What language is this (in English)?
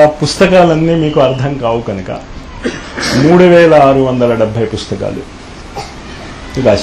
Telugu